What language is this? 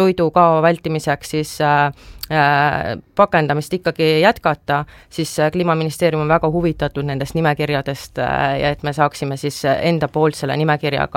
Estonian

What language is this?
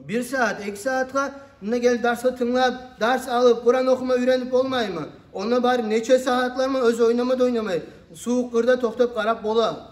Kumyk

